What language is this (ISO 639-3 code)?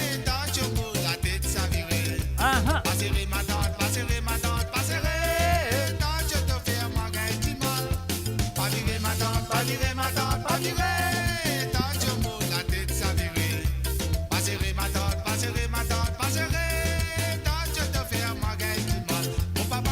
mfe